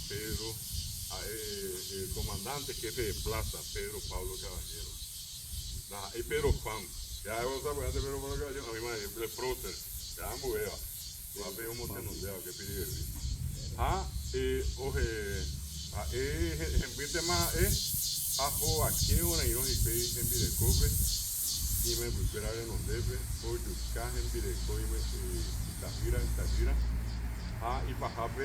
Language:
Guarani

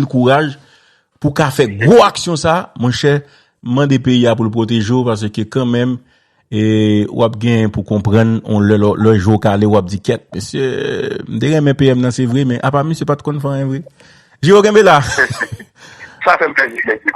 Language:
Haitian Creole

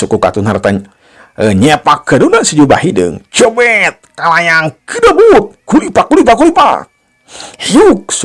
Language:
Sundanese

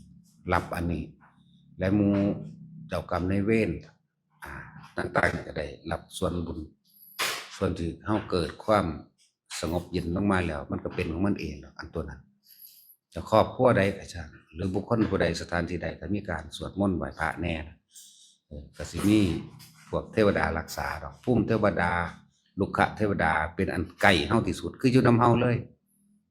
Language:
Northeastern Thai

